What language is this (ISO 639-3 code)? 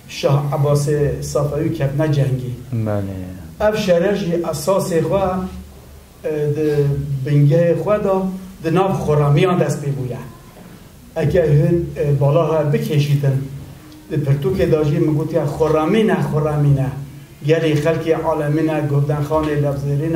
kur